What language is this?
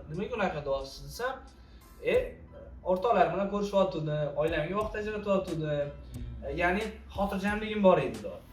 Uzbek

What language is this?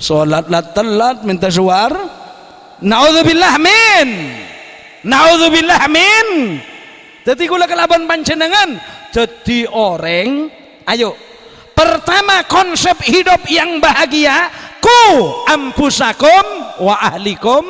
Madurese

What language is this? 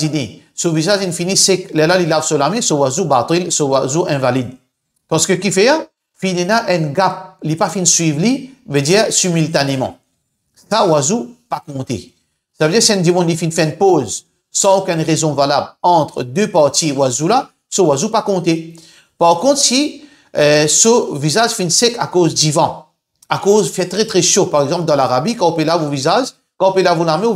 Morisyen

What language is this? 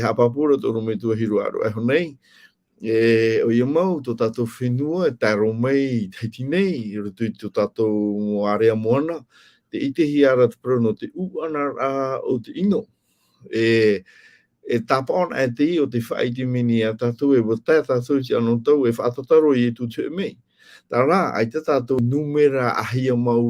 Tahitian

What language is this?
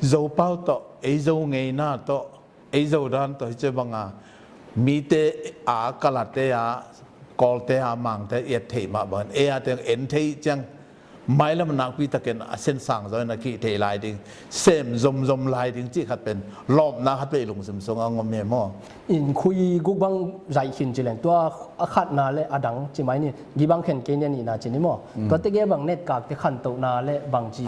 Tedim Chin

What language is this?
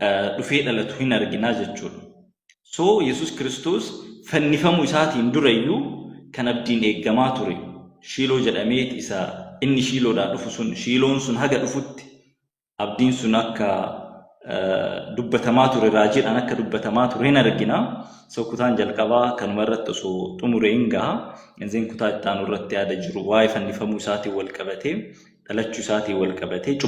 Oromo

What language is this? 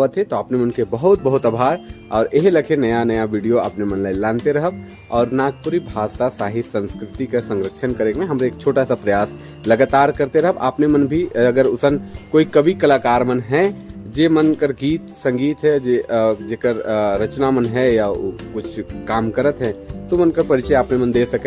Sadri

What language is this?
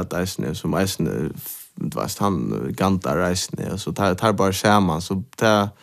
Faroese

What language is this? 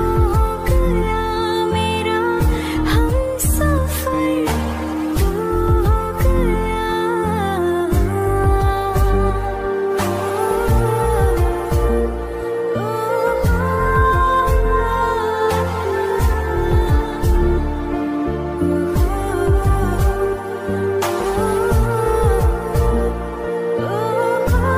Hindi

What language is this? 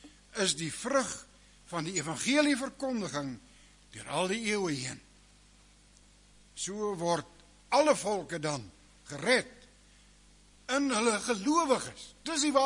Afrikaans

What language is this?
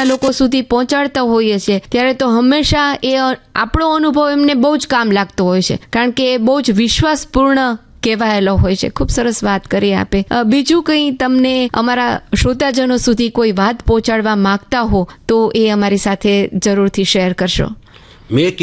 Gujarati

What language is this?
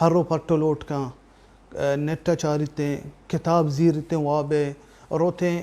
Baluchi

